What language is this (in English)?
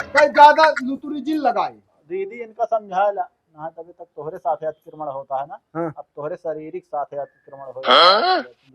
Awadhi